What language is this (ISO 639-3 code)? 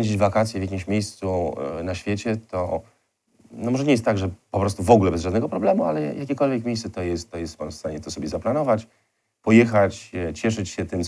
pol